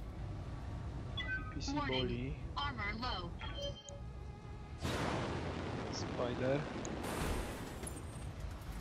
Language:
Polish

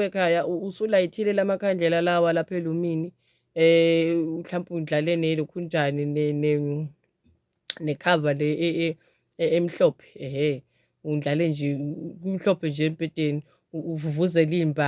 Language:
Zulu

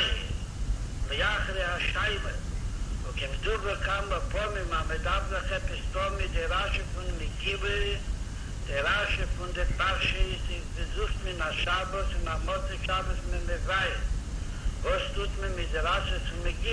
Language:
Yiddish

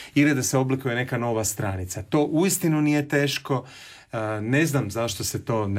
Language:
Croatian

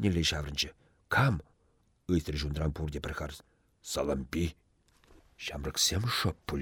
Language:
Chuvash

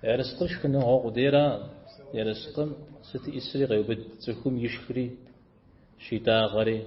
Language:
Kabardian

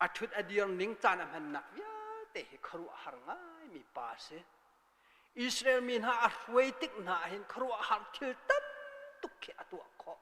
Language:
Hakha Chin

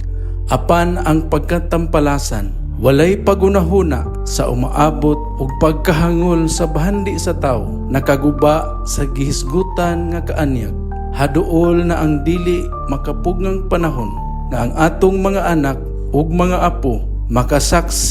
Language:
Cebuano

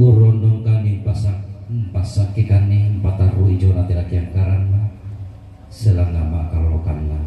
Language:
Toraja-Sa'dan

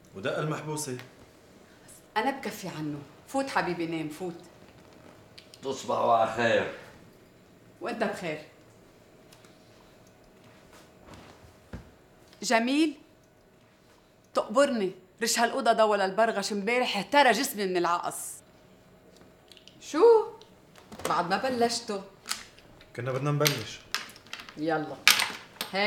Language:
North Levantine Arabic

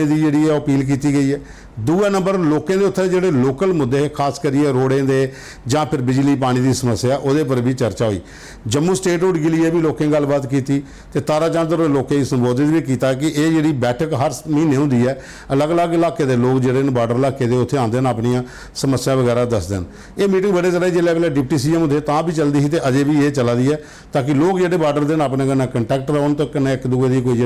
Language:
Dogri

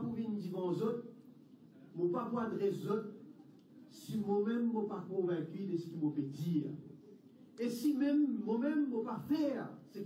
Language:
Morisyen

